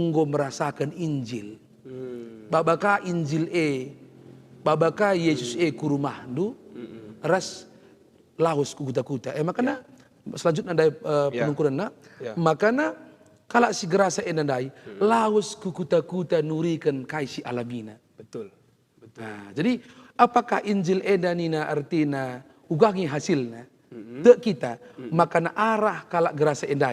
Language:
Batak Karo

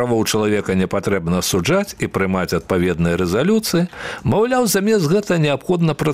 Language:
Belarusian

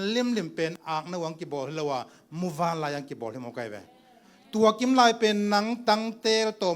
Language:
Tedim Chin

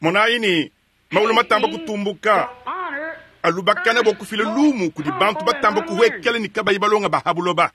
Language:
Luba-Lulua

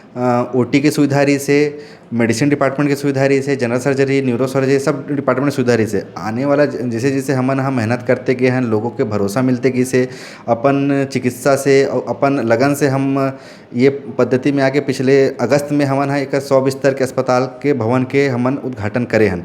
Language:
Chhattisgarhi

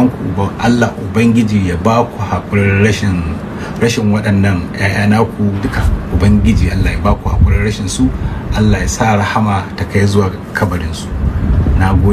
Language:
Hausa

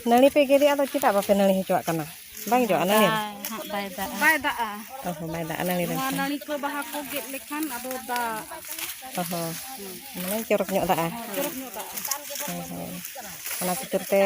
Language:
Santali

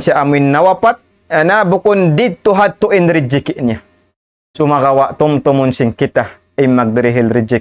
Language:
Tausug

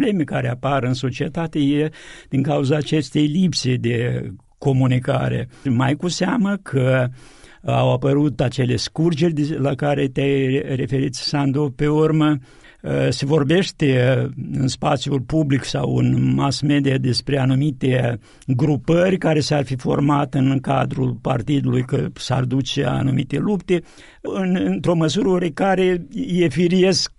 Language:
Romanian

